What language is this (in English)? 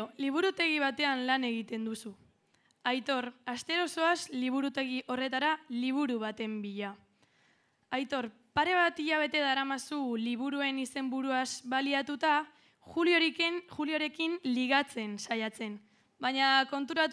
Basque